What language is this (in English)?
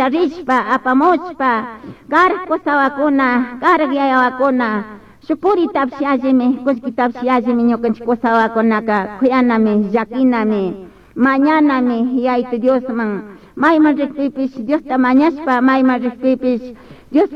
Chimborazo Highland Quichua